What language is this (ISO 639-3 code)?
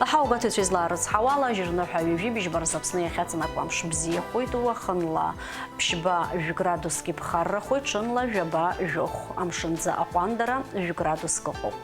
abk